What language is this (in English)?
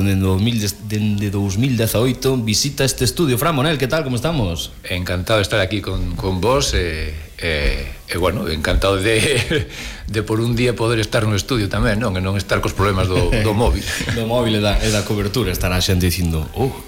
Galician